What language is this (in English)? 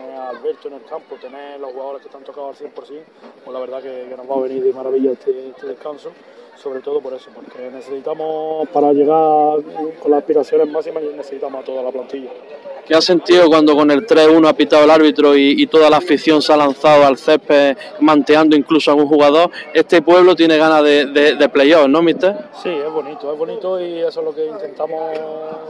Spanish